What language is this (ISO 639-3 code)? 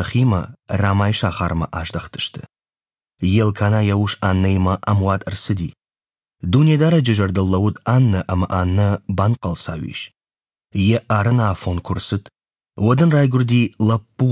oss